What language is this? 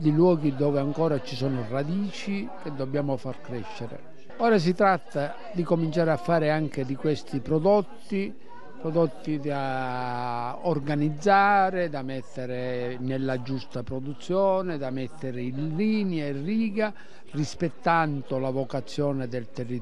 Italian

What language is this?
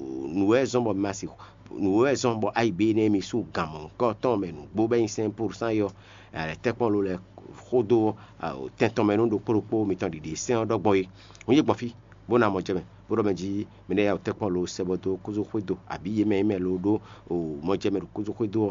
Fon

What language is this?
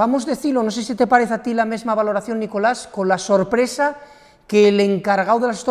Spanish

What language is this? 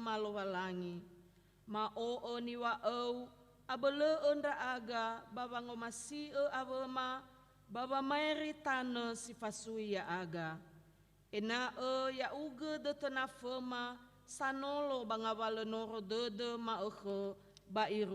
Nias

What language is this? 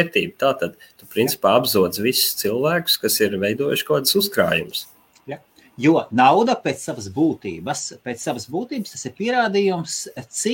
Latvian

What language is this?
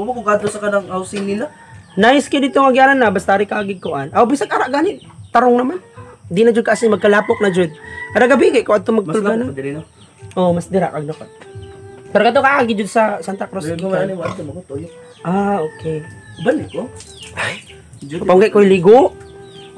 Cebuano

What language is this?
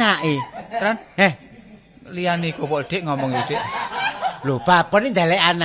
Javanese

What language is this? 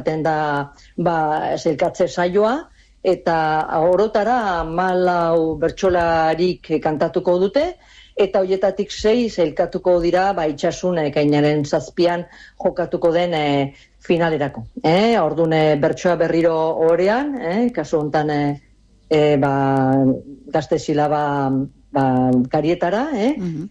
Basque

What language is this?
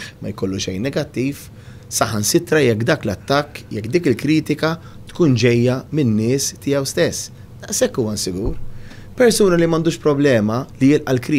Maltese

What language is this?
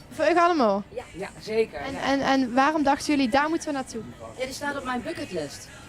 Limburgish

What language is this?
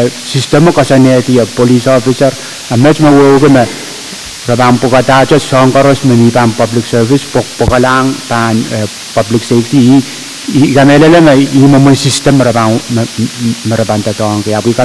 Pohnpeian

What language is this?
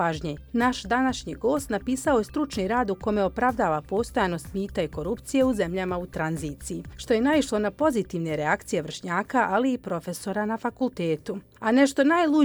Serbian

